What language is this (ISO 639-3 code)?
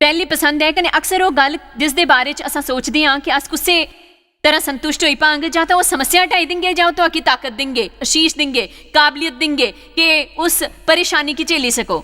doi